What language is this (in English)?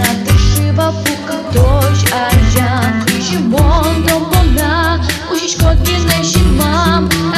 Udmurt